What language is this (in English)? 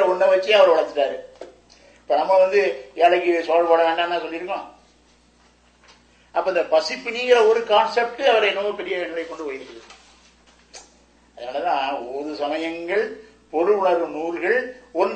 Tamil